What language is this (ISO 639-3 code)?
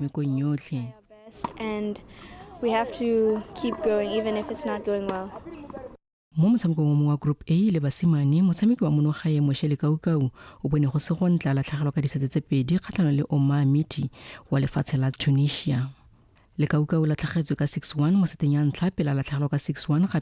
tsn